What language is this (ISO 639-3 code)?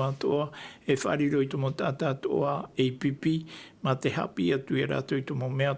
tah